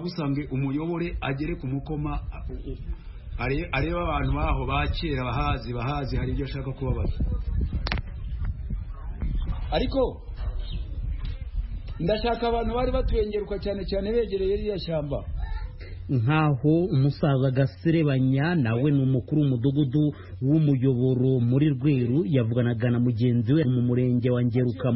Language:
Kinyarwanda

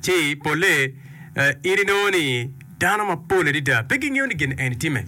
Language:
Acoli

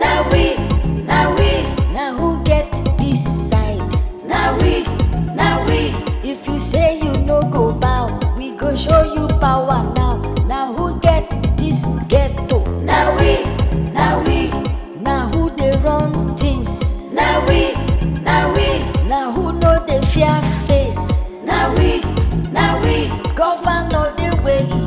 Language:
Nigerian Pidgin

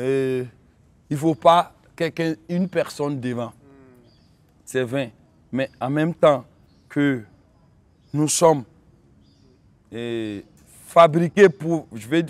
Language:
French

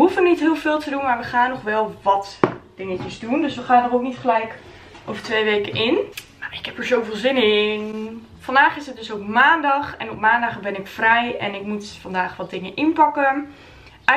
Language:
Dutch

